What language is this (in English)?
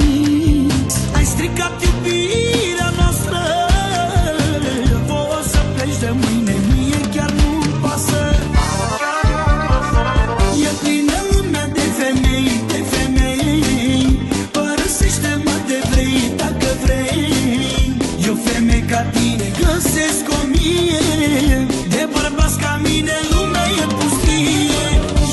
Romanian